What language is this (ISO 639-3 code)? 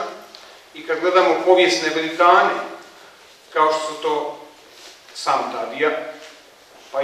hrv